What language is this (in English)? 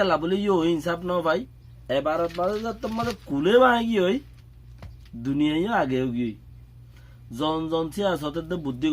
Rohingya